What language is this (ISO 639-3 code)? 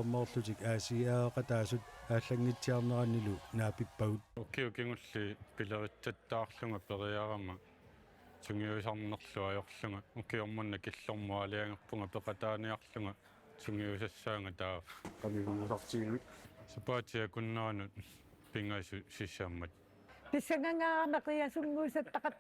kal